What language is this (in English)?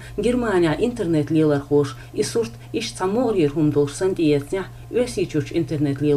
Chechen